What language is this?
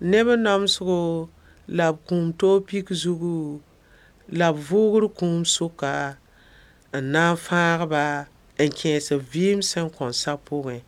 Mossi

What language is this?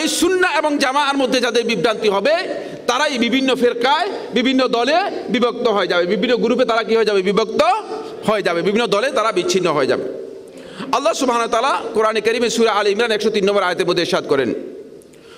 Bangla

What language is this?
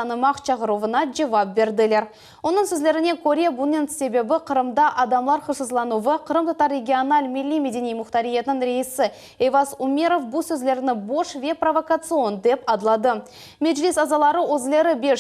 Crimean Tatar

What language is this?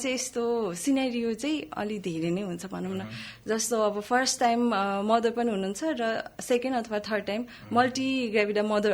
Nepali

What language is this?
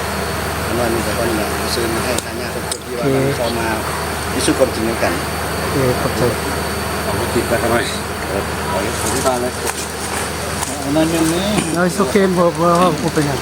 Lao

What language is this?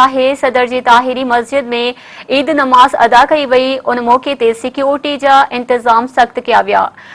Sindhi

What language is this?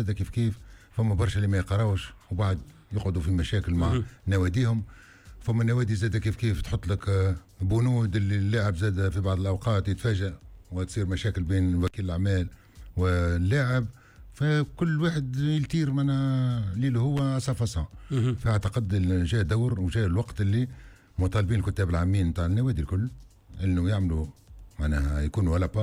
Tunisian Arabic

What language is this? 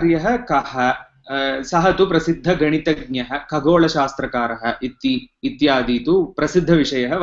Sanskrit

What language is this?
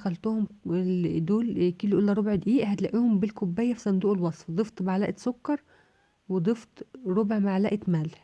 Egyptian Arabic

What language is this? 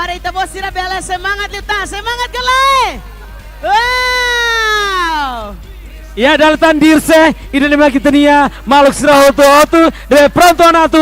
Tetum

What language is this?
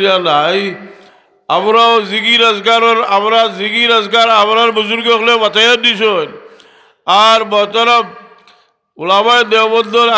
Sylheti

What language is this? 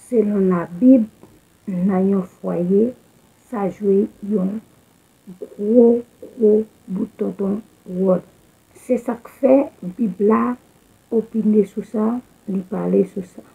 Haitian Creole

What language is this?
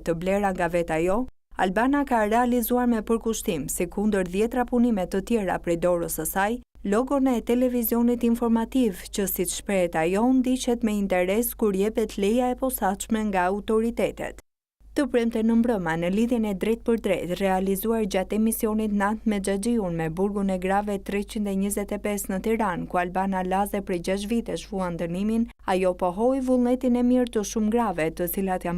Albanian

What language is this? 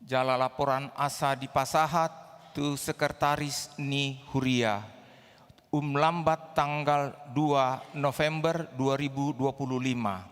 Batak Toba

